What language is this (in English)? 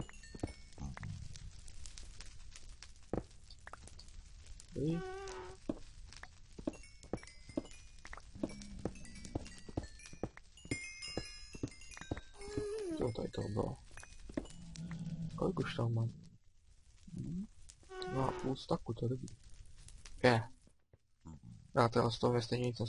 Czech